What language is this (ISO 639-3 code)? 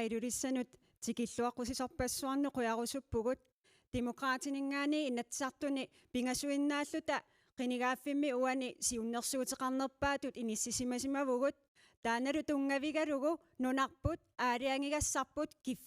kal